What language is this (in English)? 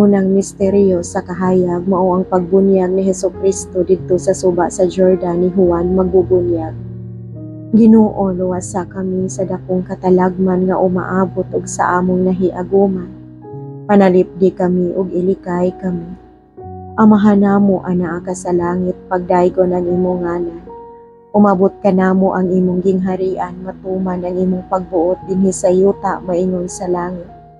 Cebuano